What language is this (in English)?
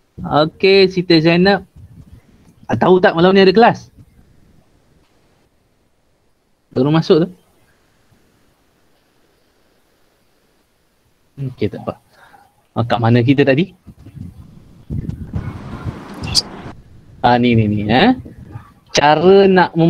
Malay